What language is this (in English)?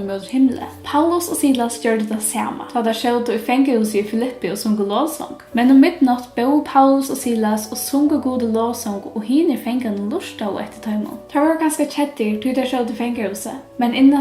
Faroese